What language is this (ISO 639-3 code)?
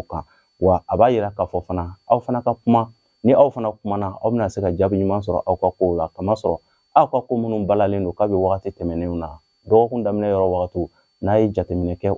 bam